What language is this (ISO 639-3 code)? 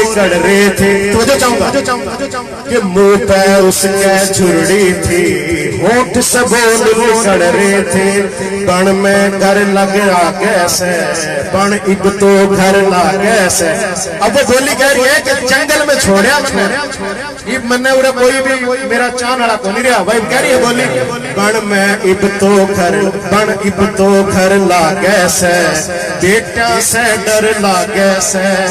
bgc